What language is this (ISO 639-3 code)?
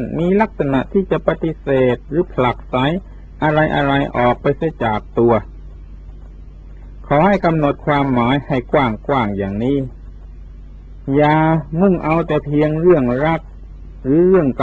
tha